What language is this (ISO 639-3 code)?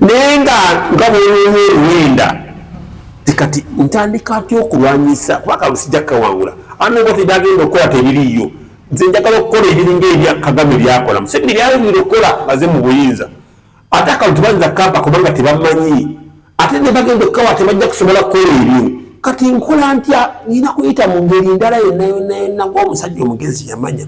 lug